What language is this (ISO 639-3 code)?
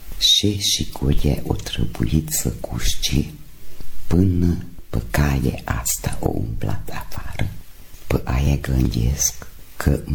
ron